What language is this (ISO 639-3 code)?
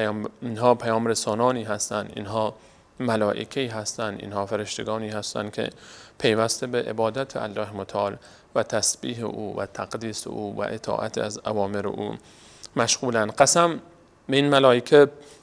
fas